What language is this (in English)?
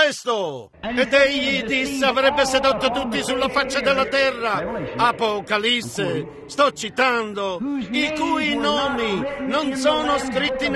Italian